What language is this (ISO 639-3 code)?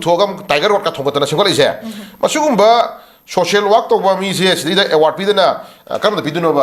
mni